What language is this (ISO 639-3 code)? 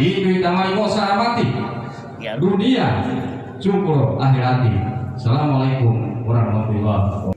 gor